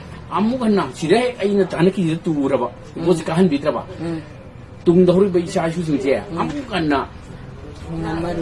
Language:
Manipuri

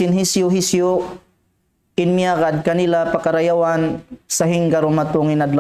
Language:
Tausug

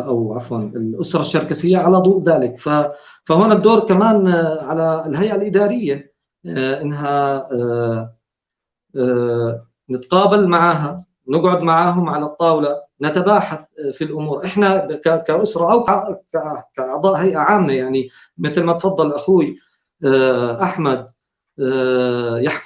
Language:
North Levantine Arabic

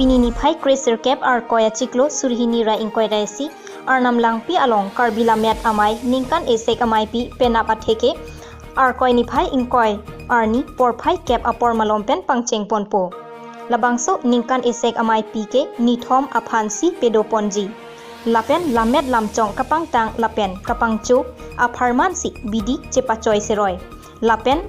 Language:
Karbi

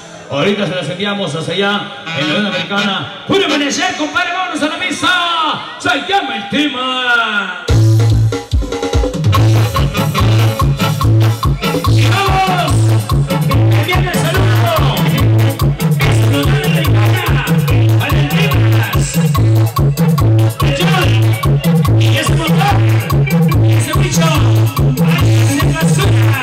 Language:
Spanish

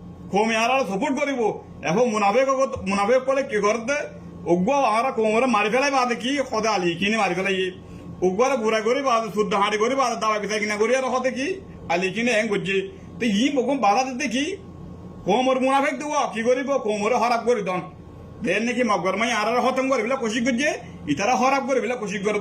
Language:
Rohingya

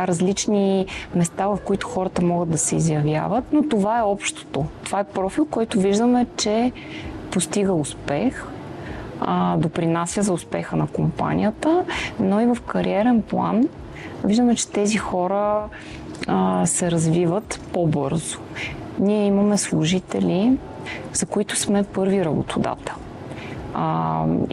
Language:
Bulgarian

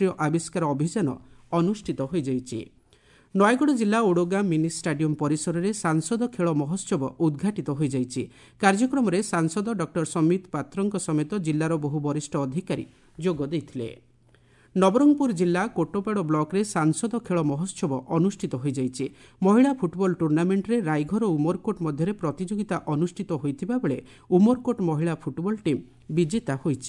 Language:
Odia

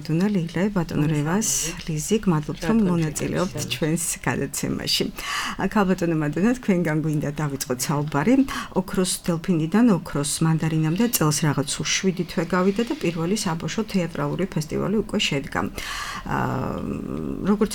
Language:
Georgian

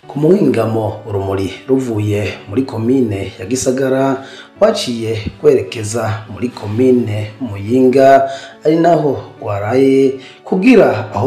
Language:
Rundi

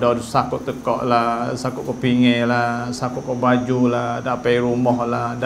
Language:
Malay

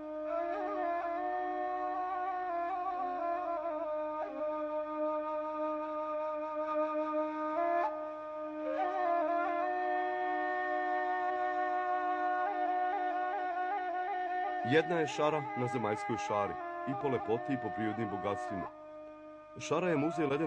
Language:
Serbian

